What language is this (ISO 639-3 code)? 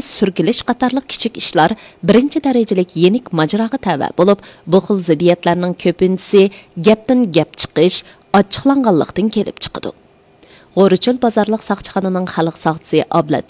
uig